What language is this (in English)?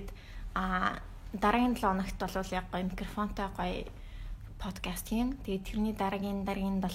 Mongolian